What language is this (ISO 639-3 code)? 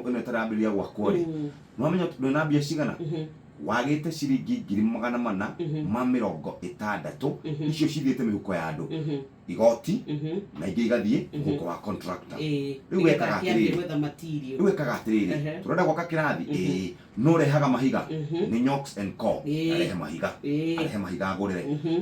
kik